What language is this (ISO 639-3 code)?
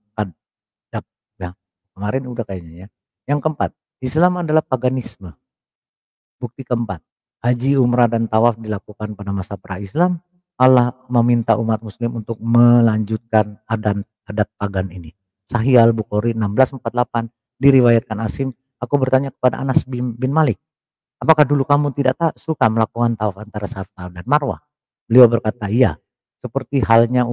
ind